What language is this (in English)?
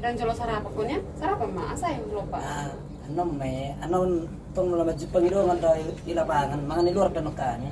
Batak Toba